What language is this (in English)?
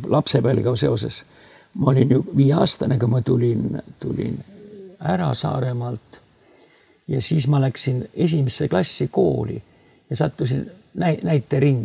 Estonian